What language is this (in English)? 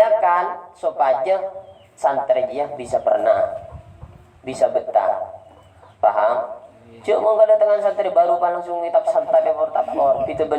Madurese